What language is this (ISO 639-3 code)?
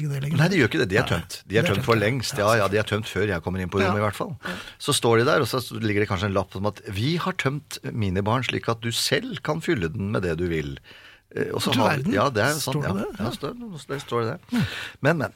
nor